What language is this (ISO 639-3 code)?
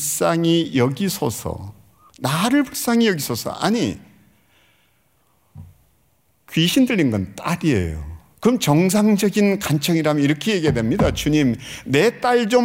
kor